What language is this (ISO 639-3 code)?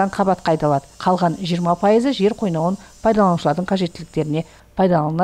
kaz